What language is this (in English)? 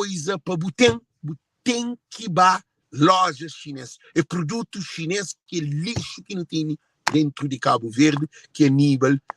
Kabuverdianu